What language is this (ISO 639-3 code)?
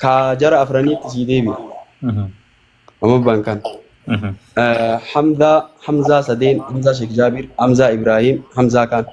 orm